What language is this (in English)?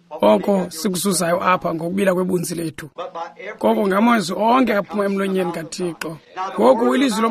Xhosa